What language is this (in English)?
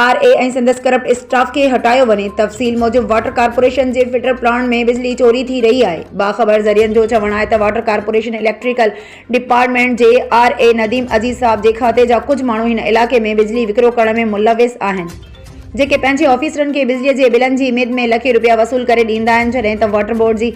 Sindhi